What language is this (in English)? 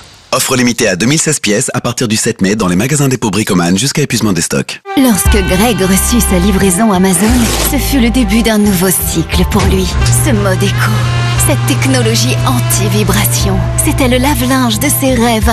French